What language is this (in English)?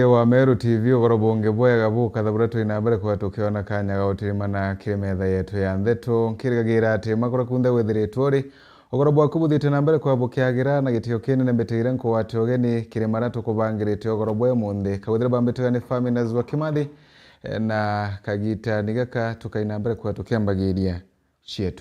Meru